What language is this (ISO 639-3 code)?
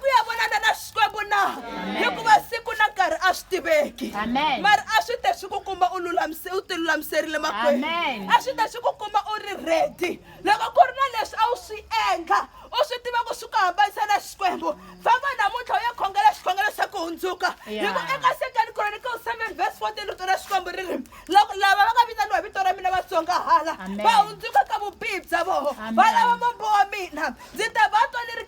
tso